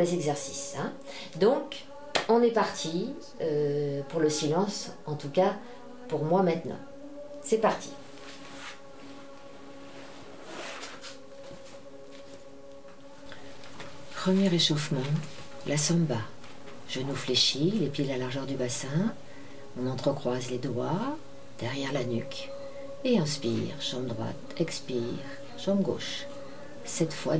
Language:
French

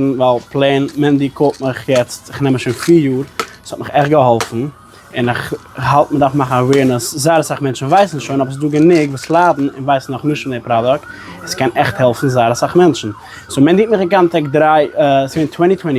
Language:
Yiddish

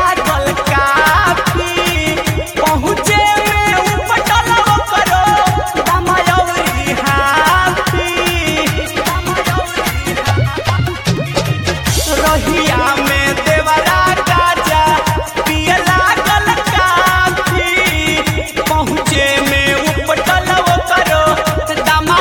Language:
Bhojpuri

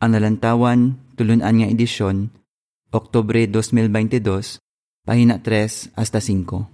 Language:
Hiligaynon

